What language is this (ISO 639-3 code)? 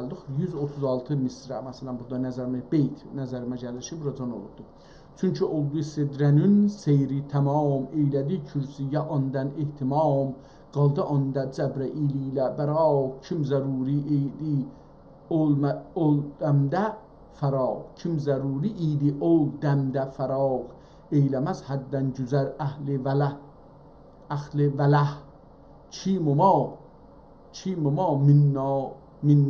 azb